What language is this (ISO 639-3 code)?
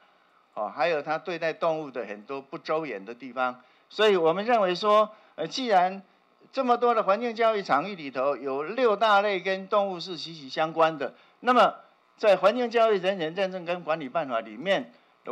zho